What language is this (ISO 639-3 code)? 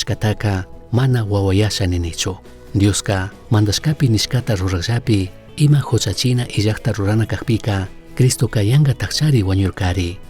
qug